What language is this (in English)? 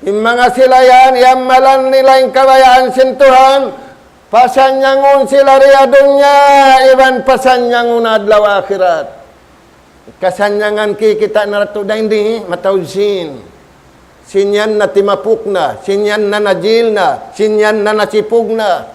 Tausug